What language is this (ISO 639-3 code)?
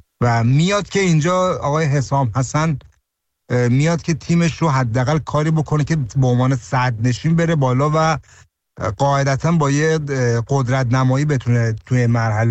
fas